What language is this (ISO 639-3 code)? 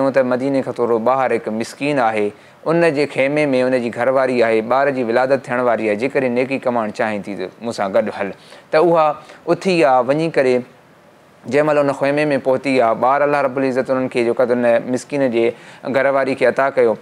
snd